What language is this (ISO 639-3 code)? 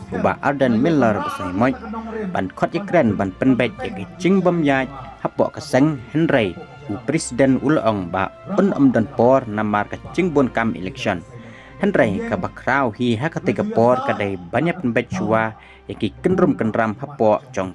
kha